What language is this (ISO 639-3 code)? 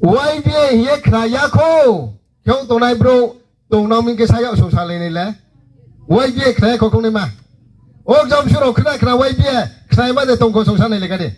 ria